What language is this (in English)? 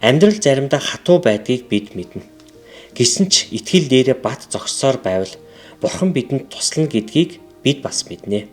Mongolian